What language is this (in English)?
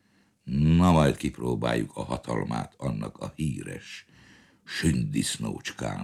Hungarian